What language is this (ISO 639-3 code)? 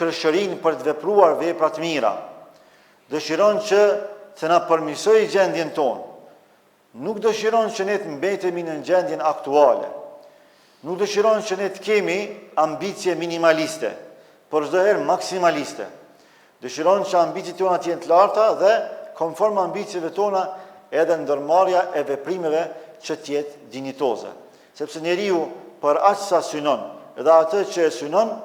sqi